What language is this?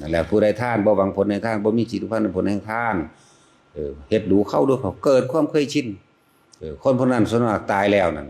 Lao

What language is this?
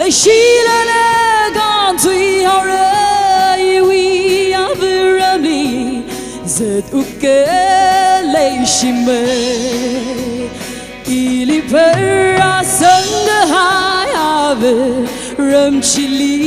Tangkhul Naga (India)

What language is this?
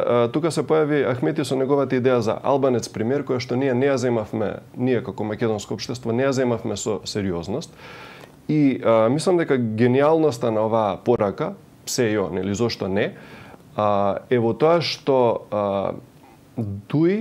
Macedonian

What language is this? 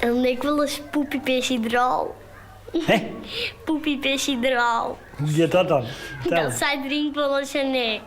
Western Frisian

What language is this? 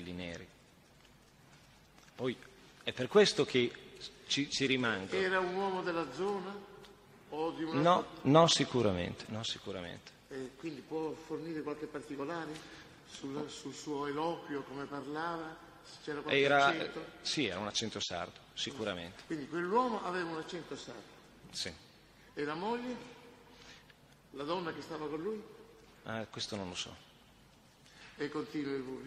Italian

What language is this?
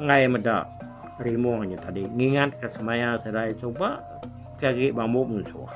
Iban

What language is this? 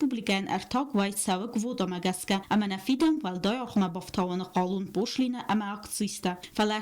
Ossetic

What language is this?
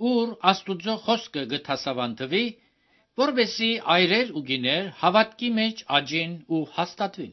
Armenian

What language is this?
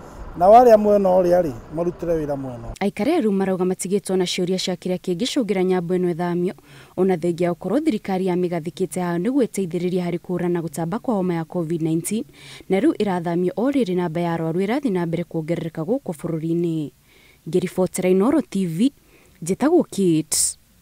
Kikuyu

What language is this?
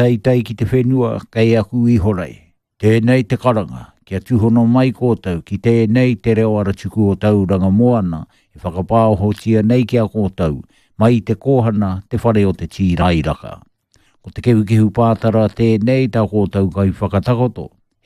Māori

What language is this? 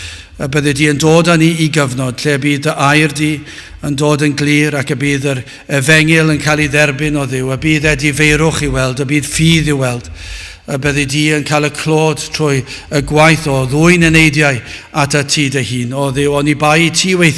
Welsh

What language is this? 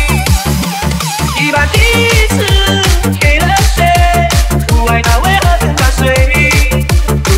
Chinese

